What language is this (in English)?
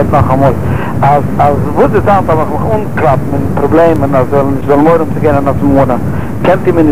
Yiddish